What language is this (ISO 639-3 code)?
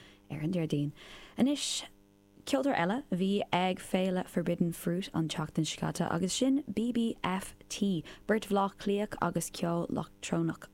gle